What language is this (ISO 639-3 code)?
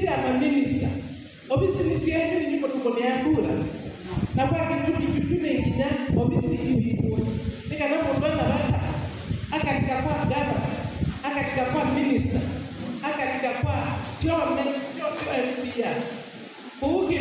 kam